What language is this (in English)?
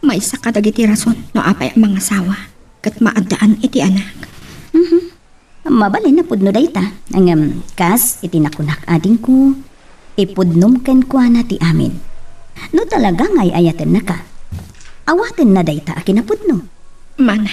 Iloko